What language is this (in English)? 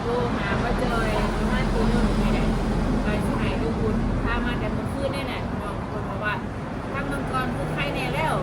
Northeastern Thai